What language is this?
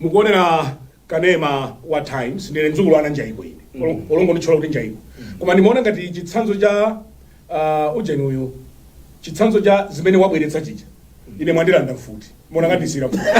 Nyanja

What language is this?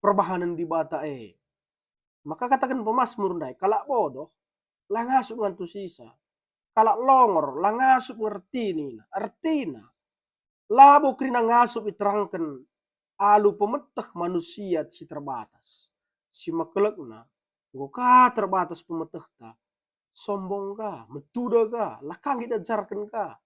Batak Karo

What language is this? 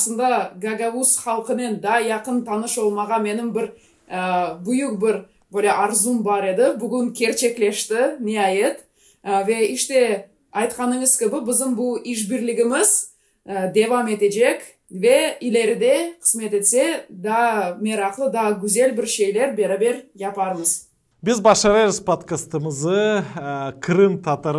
Gagauz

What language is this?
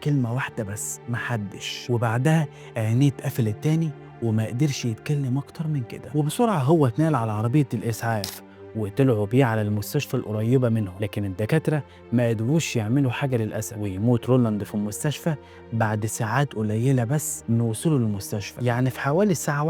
Egyptian Arabic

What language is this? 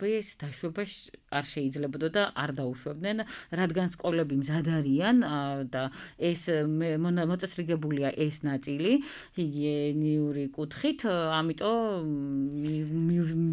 Georgian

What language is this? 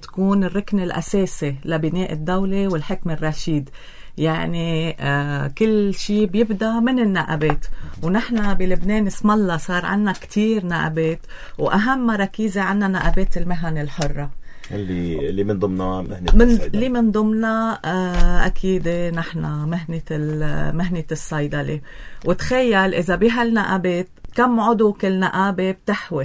North Levantine Arabic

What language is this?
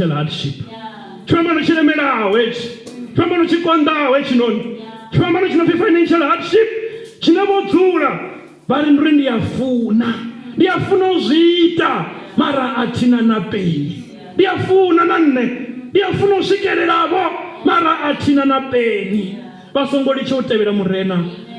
Venda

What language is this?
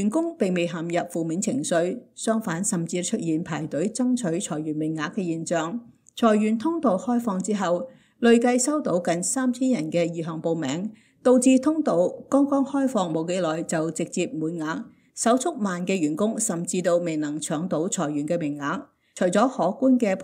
Cantonese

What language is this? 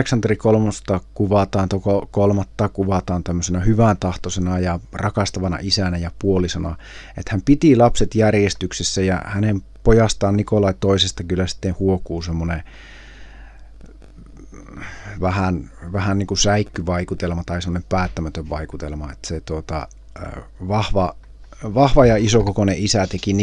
Finnish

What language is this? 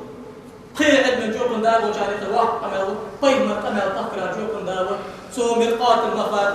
Ingush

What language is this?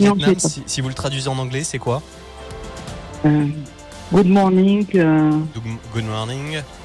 French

